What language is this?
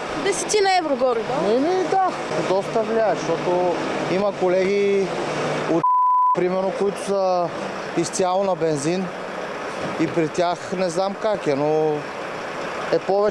Bulgarian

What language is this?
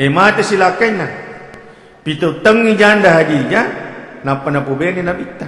Buginese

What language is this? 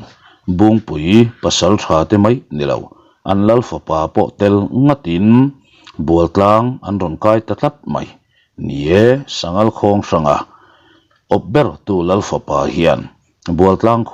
Mizo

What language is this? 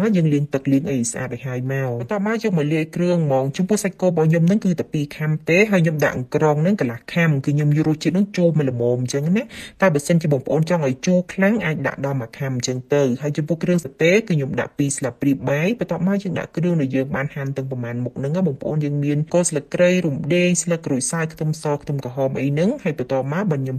Khmer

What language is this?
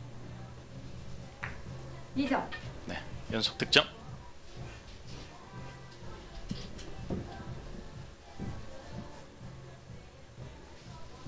Korean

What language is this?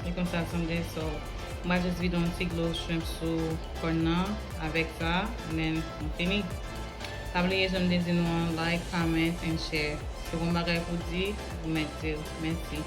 Haitian Creole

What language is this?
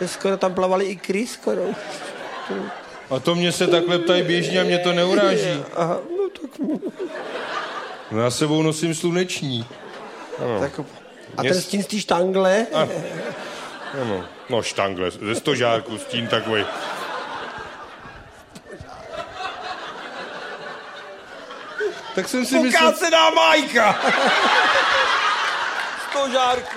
Czech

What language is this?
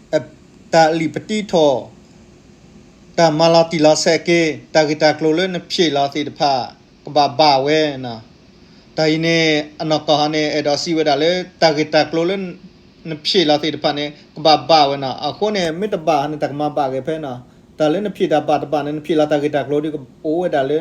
S'gaw Karen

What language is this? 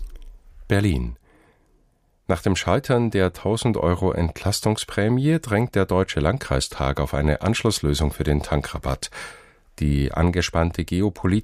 German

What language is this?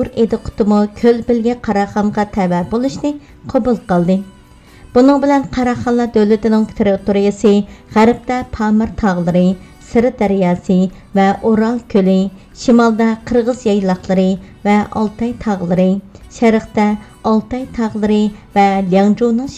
Uyghur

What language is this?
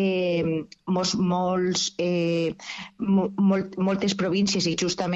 Catalan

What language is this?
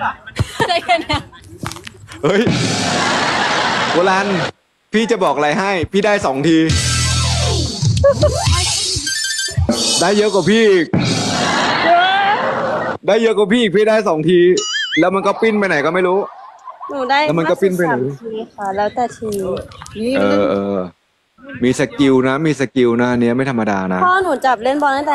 Thai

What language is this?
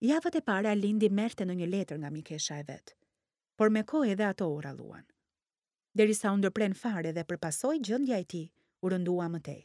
Albanian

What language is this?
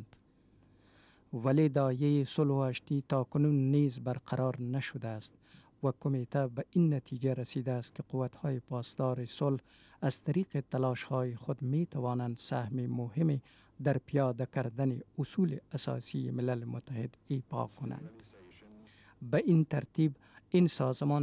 Persian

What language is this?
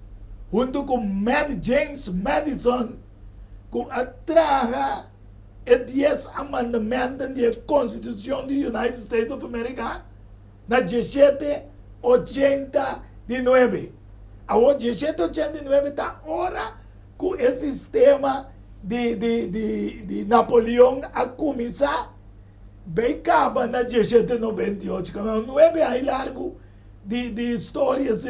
Papiamento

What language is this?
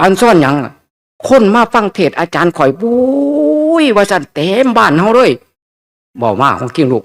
Northeastern Thai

